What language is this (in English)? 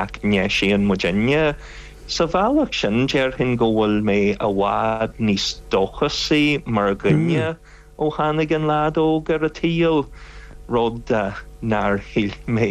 Irish